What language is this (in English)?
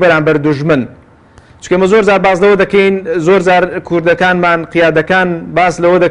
Central Kurdish